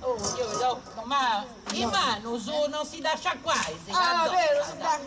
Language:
Sardinian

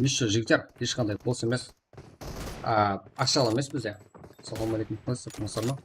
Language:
Kara-Kalpak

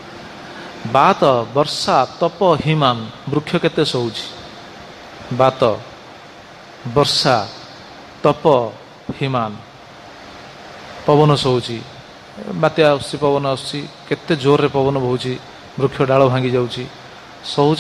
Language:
Odia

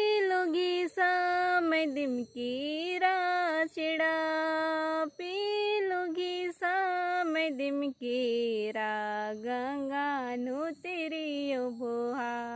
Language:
Kurukh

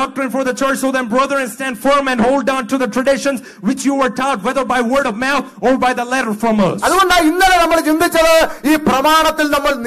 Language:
Malayalam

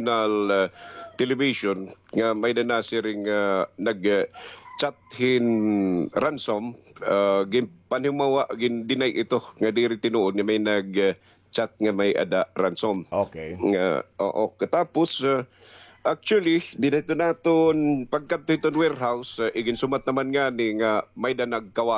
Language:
Waray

